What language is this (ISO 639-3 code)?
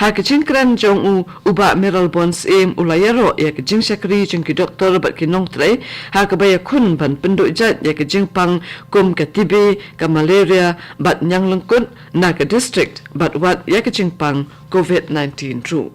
kha